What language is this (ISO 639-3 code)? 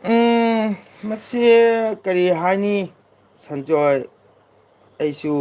mni